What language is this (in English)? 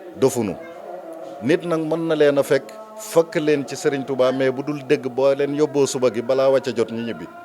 Wolof